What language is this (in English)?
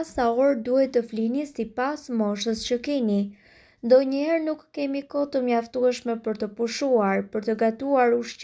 Albanian